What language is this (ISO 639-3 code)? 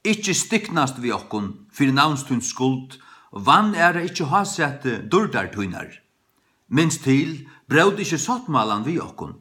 fao